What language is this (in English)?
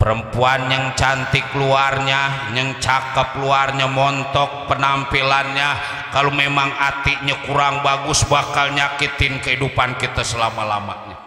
Betawi